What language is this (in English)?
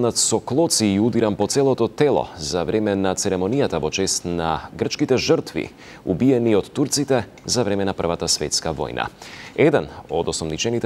Macedonian